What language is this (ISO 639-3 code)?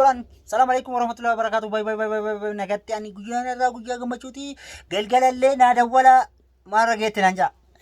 orm